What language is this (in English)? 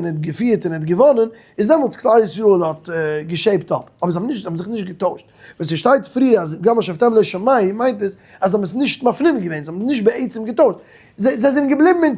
Yiddish